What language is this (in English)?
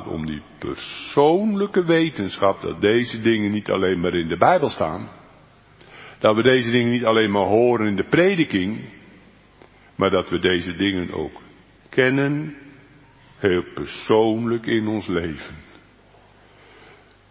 Dutch